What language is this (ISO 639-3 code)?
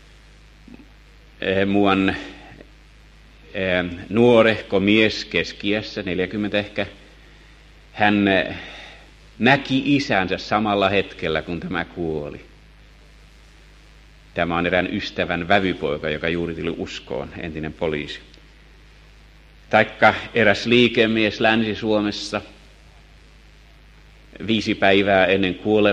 fin